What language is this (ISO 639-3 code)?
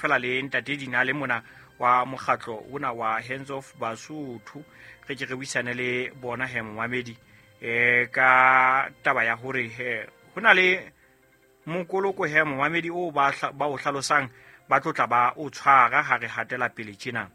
sot